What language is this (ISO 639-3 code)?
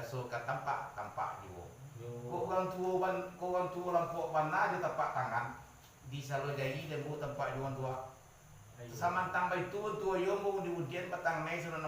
min